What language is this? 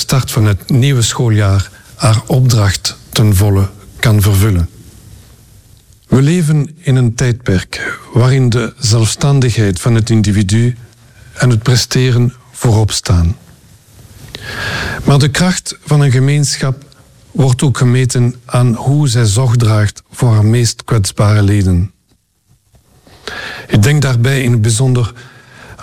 Dutch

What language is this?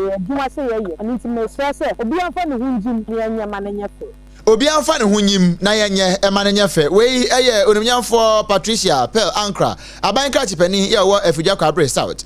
Akan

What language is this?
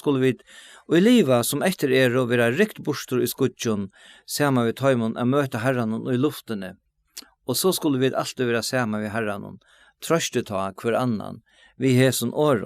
Faroese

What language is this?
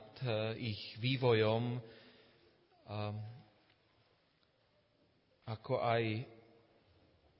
Slovak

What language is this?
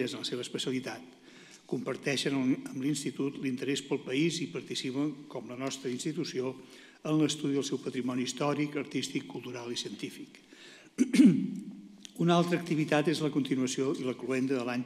Catalan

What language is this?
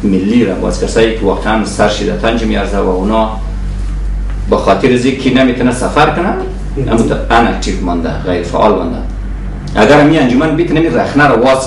Persian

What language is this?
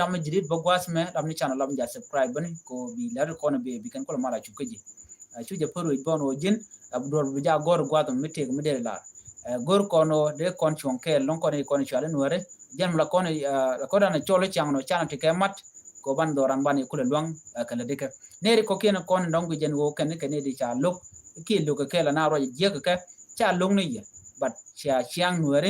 Nuer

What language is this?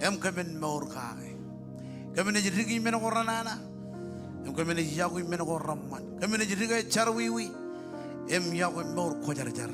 Marshallese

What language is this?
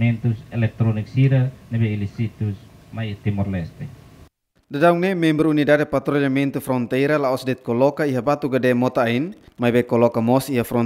Tetum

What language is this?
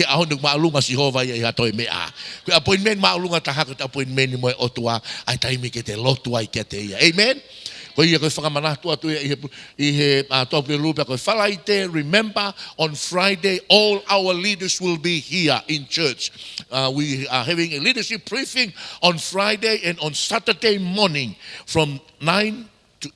Tongan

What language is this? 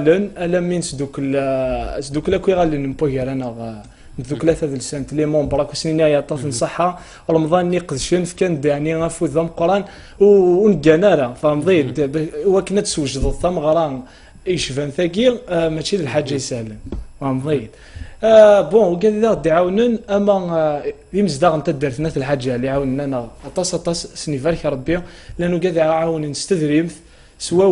Kabyle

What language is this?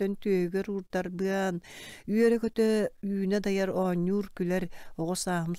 Yakut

